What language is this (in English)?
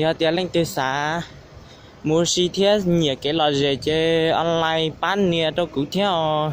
Hmong